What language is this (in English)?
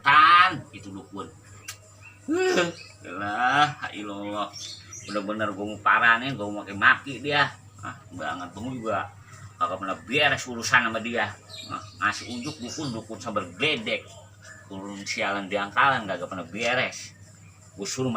Betawi